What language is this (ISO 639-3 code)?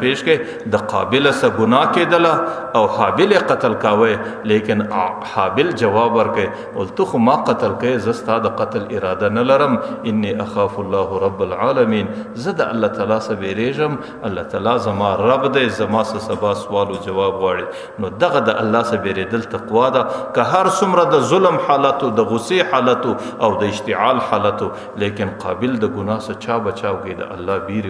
pus